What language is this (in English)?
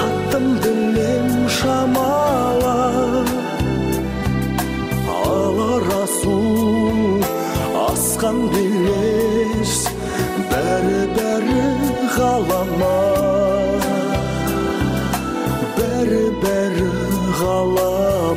Kazakh